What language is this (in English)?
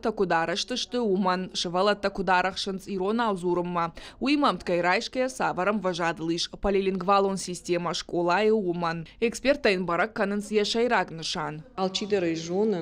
Ossetic